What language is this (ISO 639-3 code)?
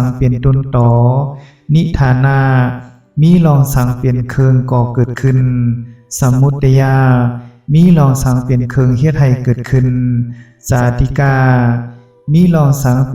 shn